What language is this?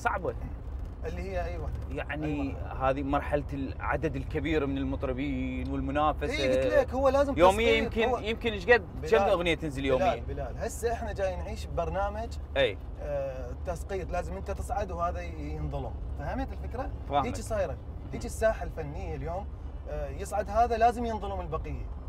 Mesopotamian Arabic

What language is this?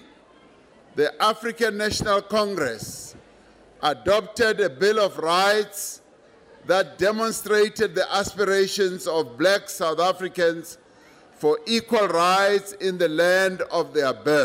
English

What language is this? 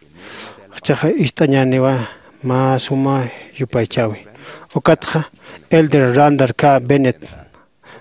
Aymara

